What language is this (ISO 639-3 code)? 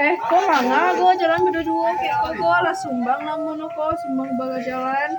min